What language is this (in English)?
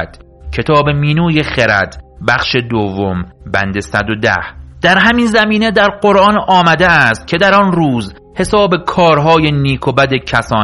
Persian